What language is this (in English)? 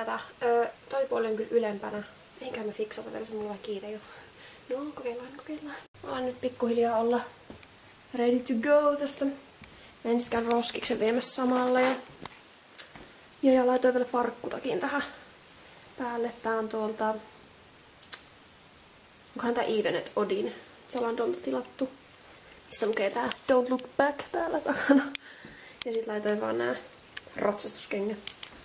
Finnish